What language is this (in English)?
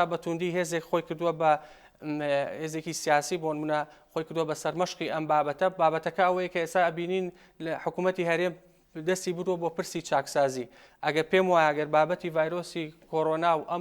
Central Kurdish